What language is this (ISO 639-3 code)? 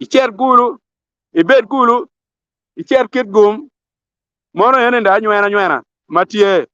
ach